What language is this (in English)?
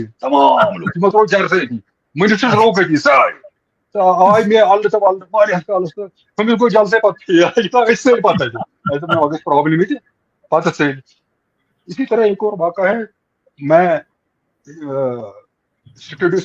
Kashmiri